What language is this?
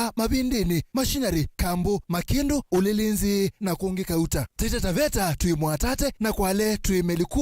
Kamba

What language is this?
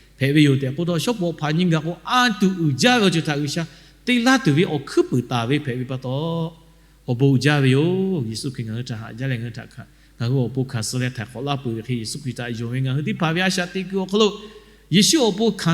Lahu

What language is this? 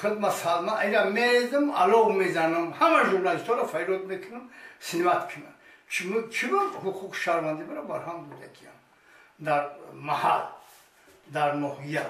Tajik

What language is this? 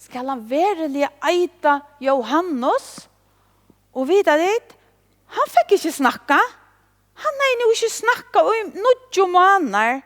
Faroese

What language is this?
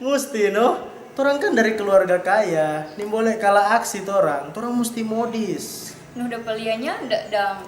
Manado Malay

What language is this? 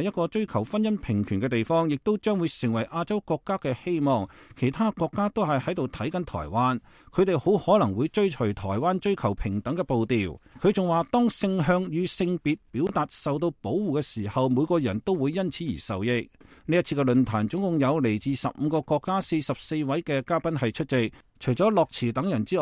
Cantonese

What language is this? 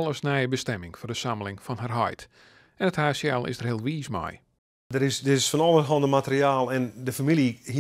Western Frisian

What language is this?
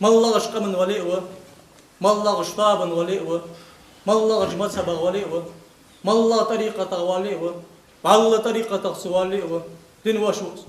Ingush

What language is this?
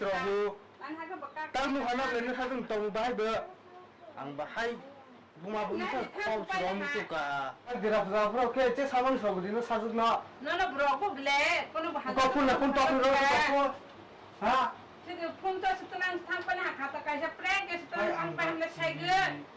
Kok Borok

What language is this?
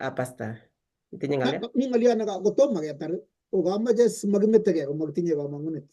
Kalenjin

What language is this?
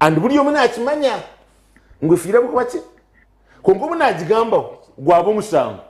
Nyankole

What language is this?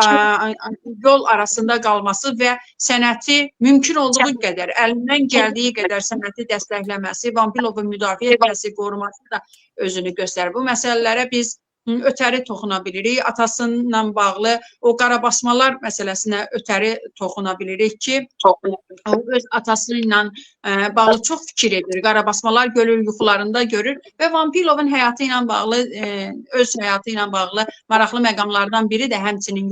Azerbaijani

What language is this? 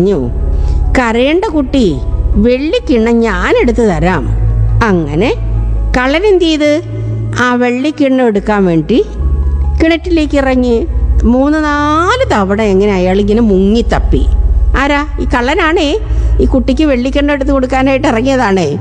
Malayalam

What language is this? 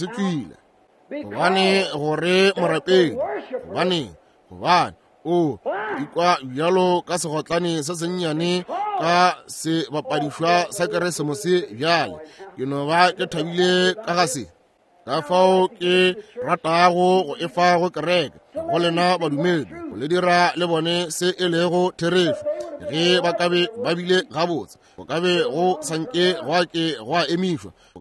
Northern Sotho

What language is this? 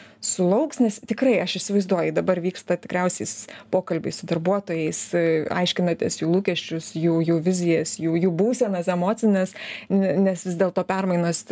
Lithuanian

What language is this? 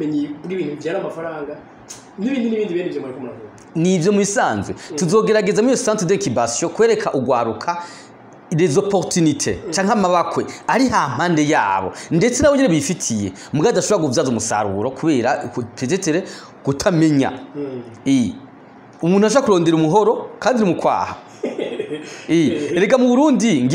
Rundi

